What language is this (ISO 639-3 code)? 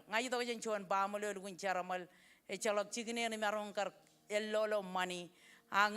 mah